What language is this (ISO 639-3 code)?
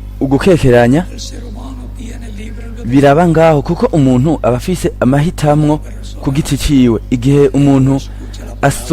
run